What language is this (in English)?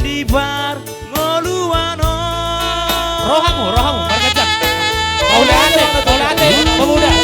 Batak Toba